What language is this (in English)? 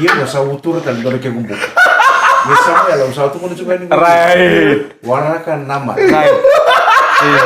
Fijian